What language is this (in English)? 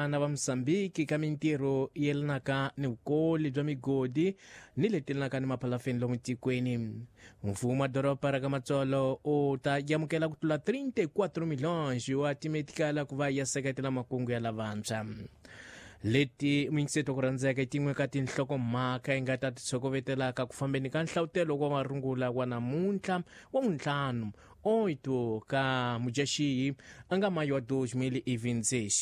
Tsonga